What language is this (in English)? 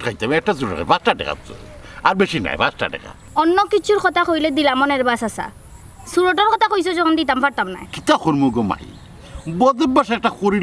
Sylheti